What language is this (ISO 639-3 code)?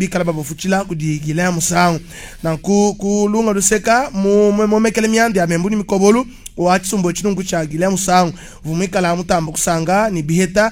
lua